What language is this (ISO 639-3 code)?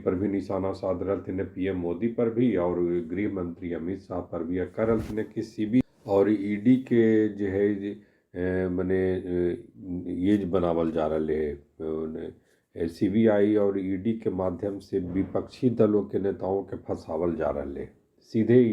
mag